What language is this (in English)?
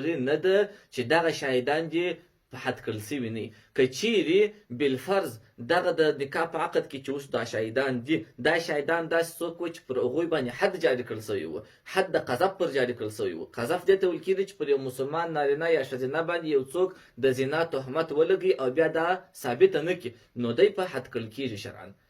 Pashto